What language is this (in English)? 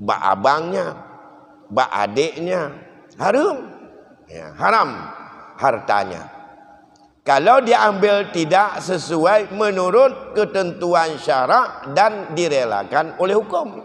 Achinese